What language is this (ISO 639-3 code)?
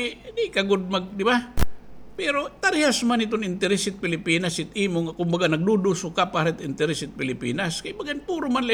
war